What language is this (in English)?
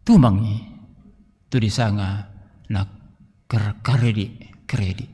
Toraja-Sa'dan